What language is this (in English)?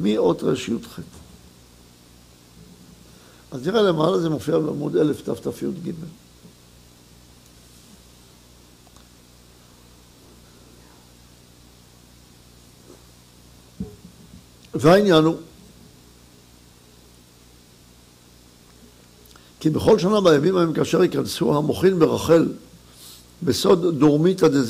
Hebrew